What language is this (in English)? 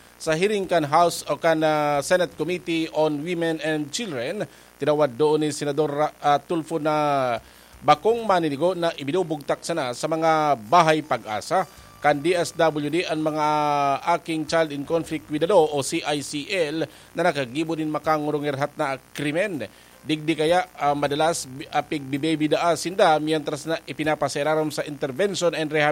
Bikol